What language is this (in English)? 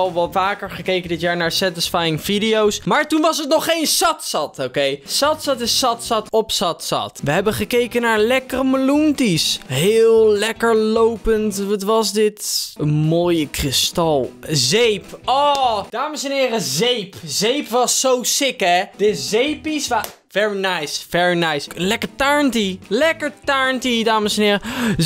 Dutch